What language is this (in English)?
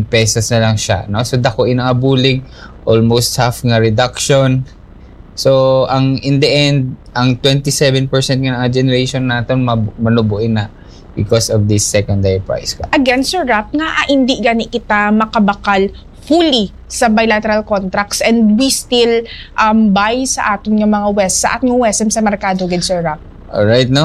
Hiligaynon